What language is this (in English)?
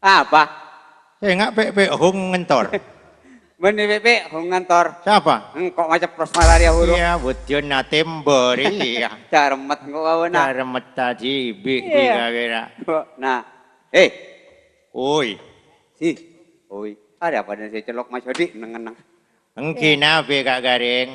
Madurese